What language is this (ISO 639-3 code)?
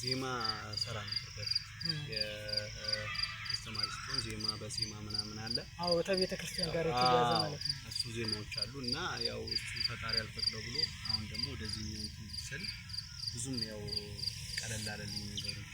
amh